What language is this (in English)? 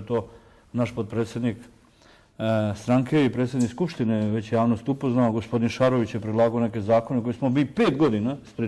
Bosnian